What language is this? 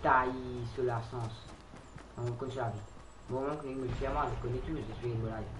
Morisyen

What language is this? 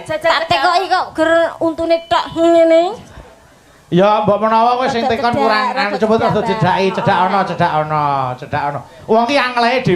Javanese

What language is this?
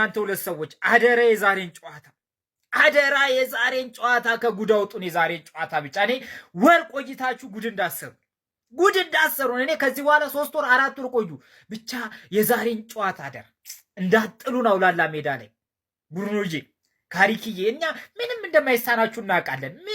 Amharic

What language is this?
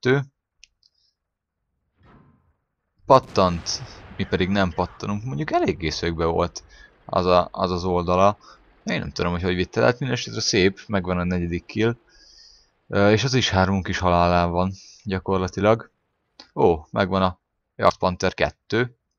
Hungarian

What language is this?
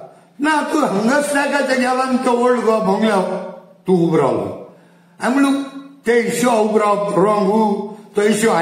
Konkani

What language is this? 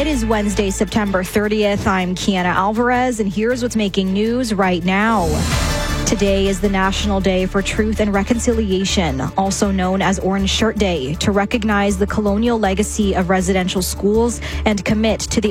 English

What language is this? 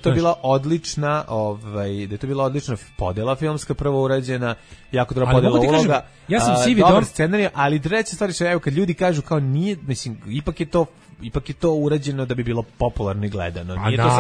Serbian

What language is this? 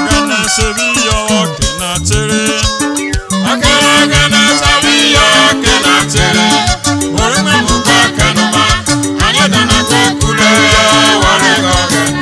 Urhobo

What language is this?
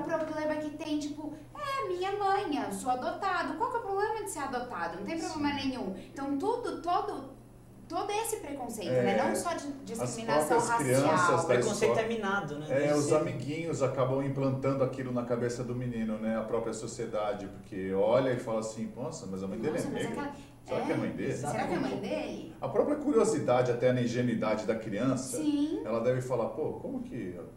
Portuguese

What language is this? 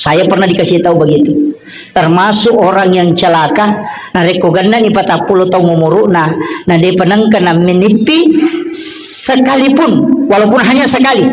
Buginese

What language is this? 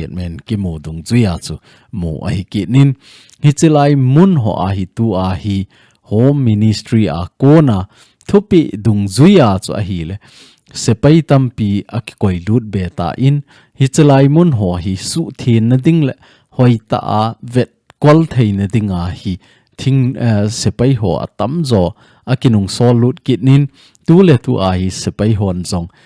Thado Chin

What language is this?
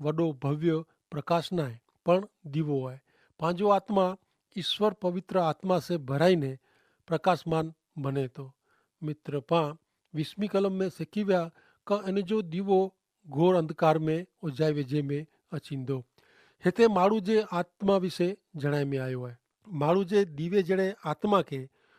Kachhi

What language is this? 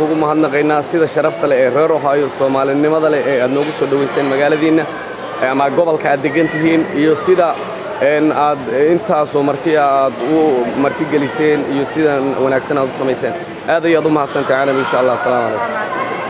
Somali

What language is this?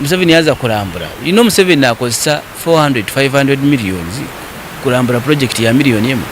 Nyankole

